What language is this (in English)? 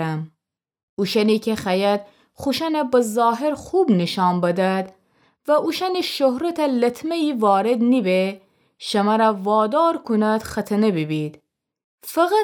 Gilaki